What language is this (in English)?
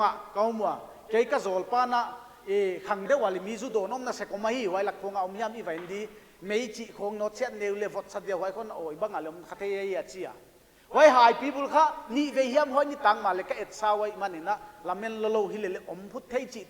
Paite Chin